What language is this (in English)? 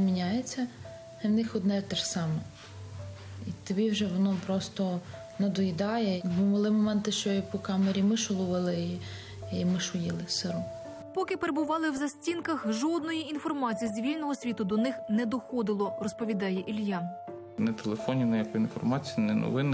Ukrainian